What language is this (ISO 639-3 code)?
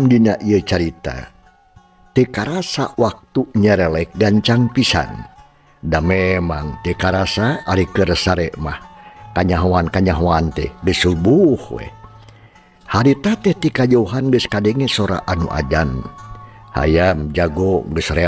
sun